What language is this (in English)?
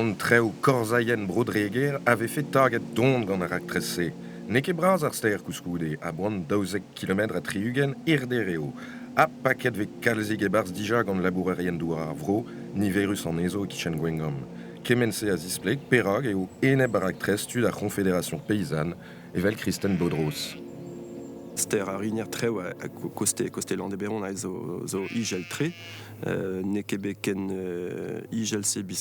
Breton